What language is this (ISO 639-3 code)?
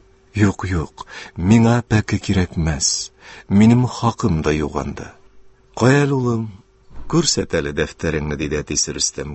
tat